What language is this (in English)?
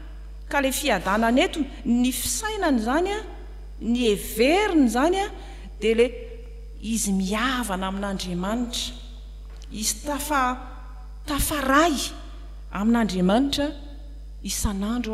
Malagasy